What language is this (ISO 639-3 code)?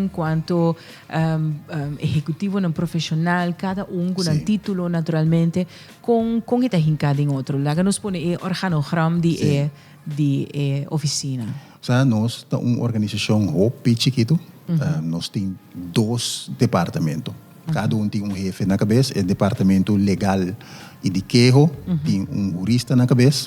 pap